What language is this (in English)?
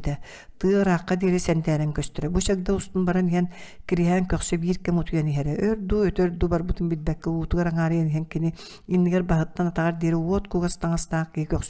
Yakut